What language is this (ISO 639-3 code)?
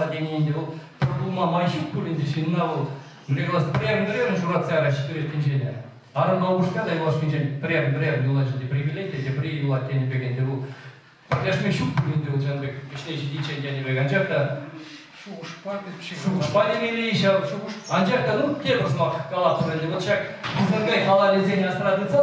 chv